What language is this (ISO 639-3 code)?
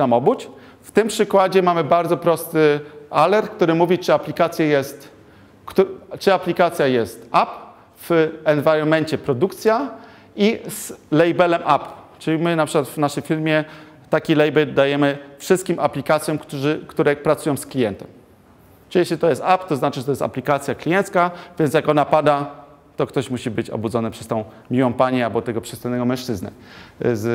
pol